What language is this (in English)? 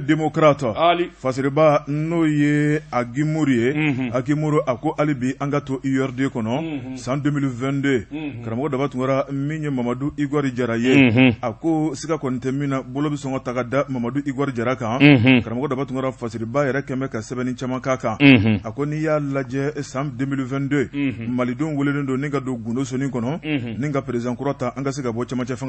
Bambara